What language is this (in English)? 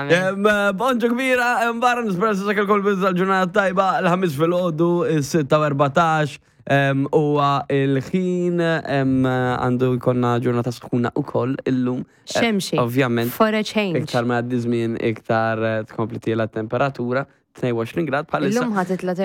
Maltese